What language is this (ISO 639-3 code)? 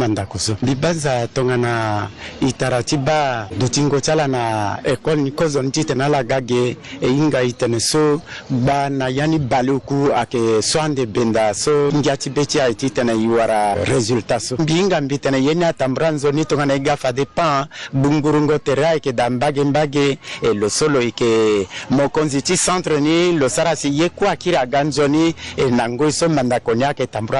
sag